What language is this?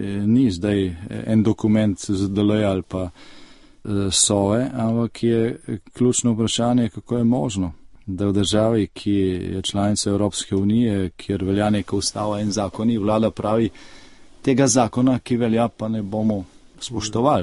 Slovenian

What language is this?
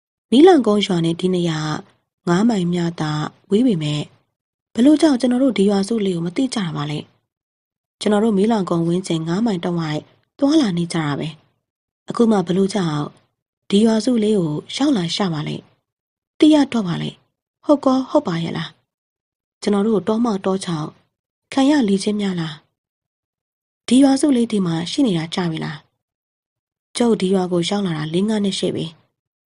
Burmese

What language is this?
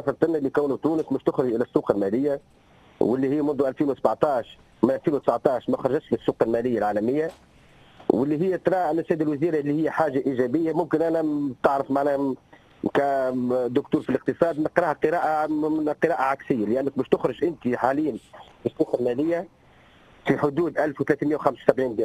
Tunisian Arabic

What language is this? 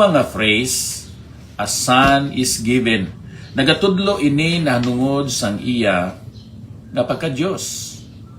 Hiligaynon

